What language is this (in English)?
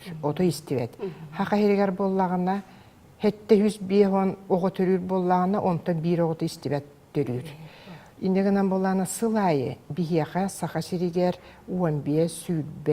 Yakut